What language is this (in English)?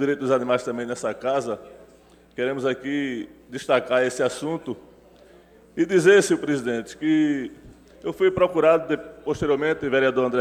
Portuguese